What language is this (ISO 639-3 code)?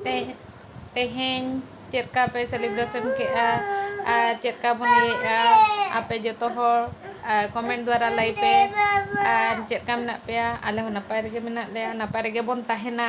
sat